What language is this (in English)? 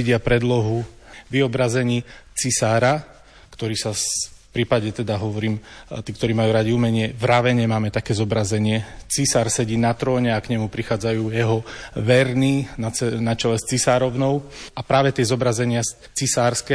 Slovak